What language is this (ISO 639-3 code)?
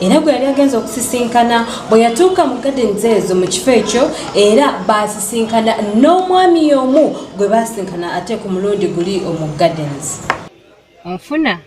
lug